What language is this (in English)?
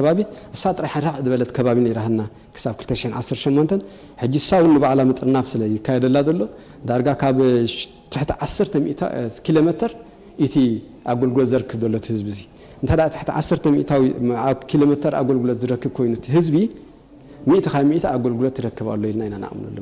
Tigrinya